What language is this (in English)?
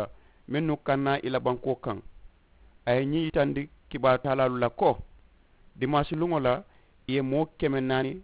Mandingo